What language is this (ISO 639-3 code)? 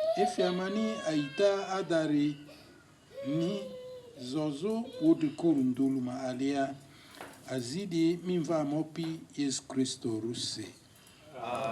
lgg